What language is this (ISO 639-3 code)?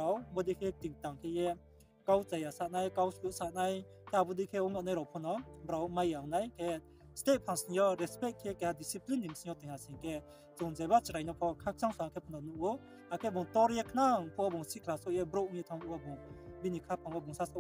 ria